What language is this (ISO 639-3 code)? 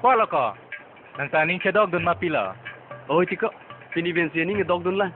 mjw